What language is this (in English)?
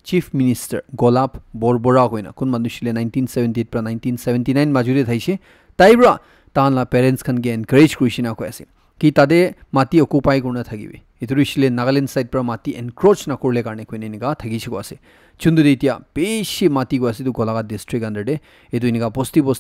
Naga Pidgin